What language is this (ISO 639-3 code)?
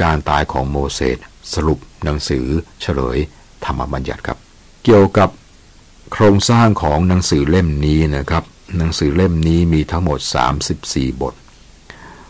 tha